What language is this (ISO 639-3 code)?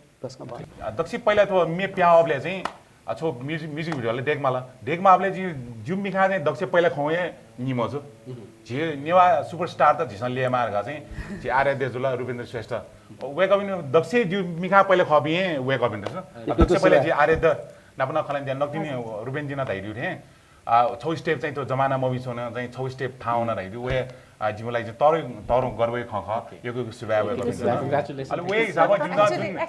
new